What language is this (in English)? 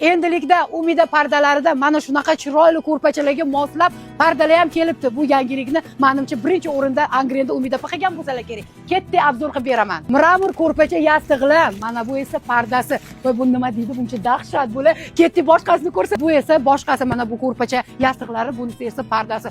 Uzbek